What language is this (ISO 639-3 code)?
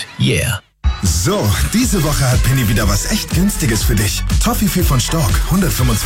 deu